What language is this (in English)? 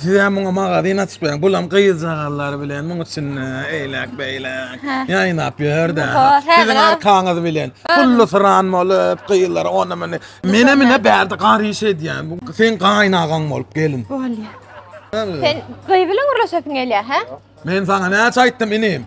Turkmen